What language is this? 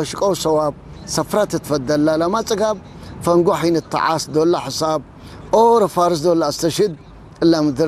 Tigrinya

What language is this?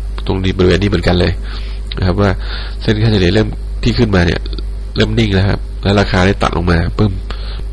Thai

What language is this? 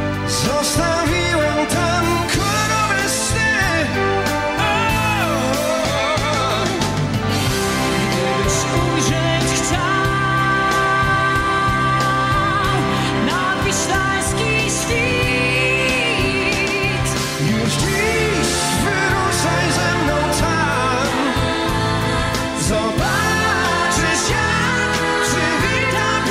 Polish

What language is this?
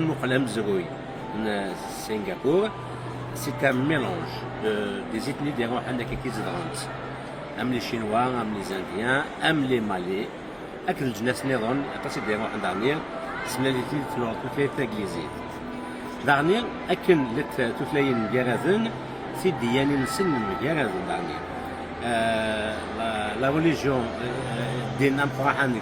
Kabyle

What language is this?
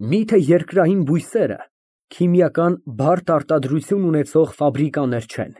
Armenian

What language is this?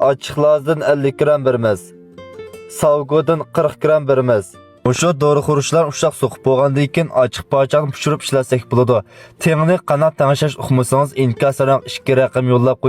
Uyghur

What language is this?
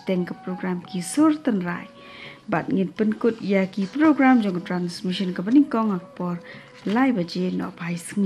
Khasi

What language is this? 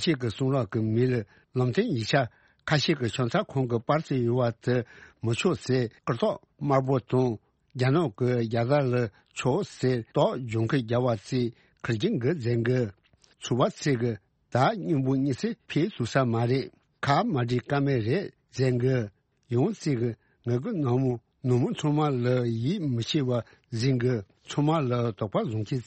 Tibetan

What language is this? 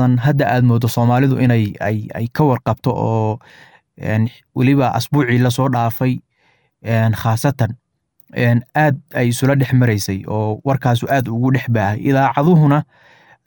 Somali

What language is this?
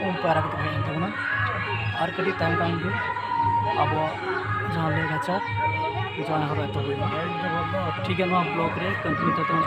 Santali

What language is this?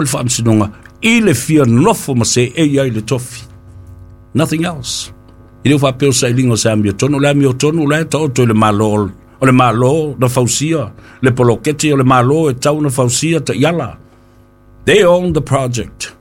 Samoan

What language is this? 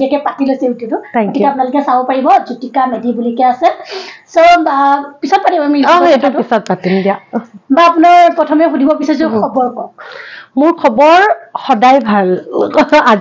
Assamese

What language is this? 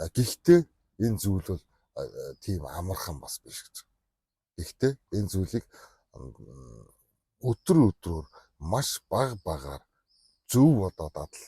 Mongolian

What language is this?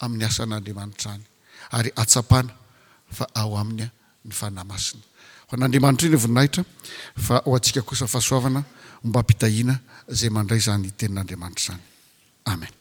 Malagasy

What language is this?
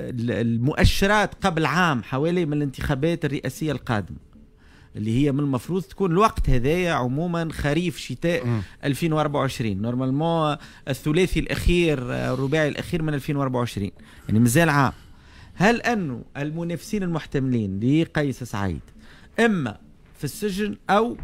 Tunisian Arabic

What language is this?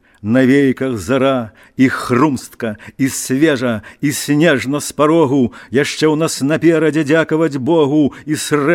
Belarusian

